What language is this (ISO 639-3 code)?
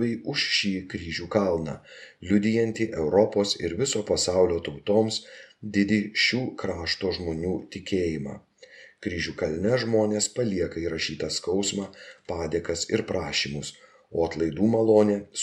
lit